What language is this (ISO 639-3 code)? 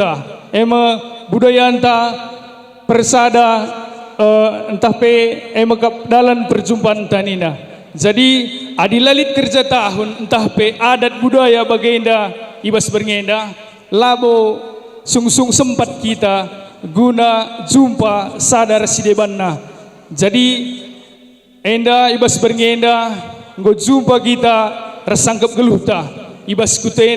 btx